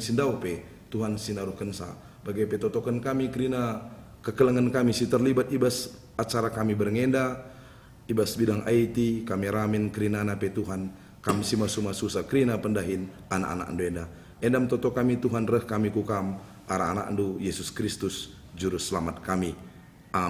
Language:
Batak Karo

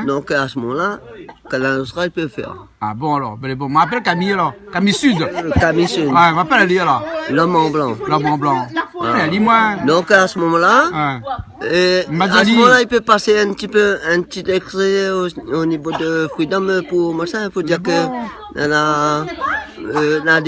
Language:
Réunion Creole French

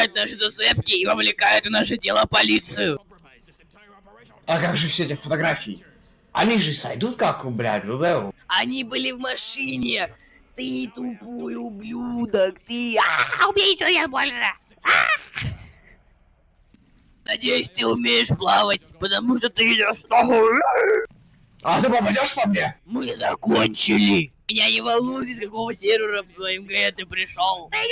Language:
Russian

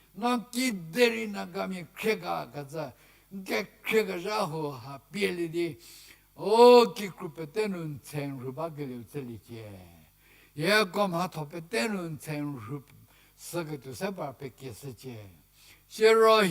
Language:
Angami Naga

